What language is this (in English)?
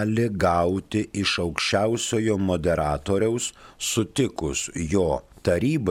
Lithuanian